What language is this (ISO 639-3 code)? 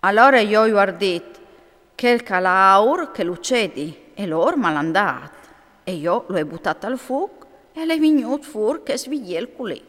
fur